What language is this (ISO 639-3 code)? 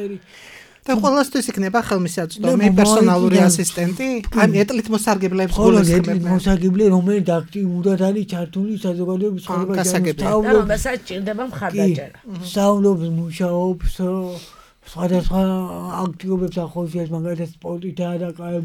kat